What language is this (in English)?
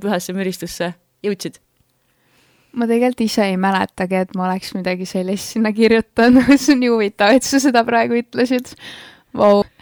Estonian